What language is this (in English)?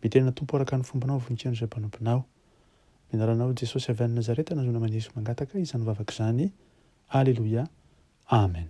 Malagasy